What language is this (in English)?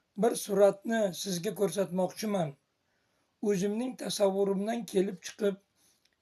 Uzbek